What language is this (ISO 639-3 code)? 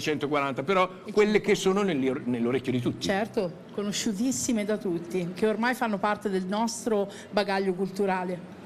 ita